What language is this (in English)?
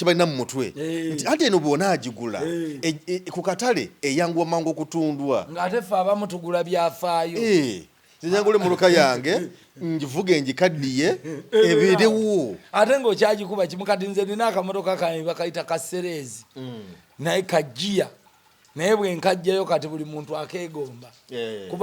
Ganda